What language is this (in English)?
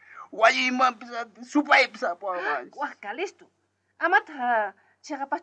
South Bolivian Quechua